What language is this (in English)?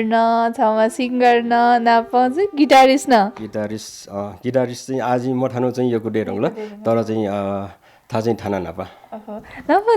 Newari